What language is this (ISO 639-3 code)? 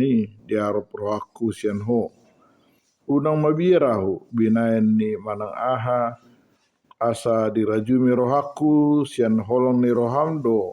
bbc